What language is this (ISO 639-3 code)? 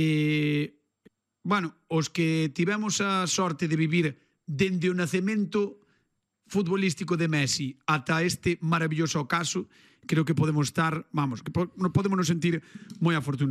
glg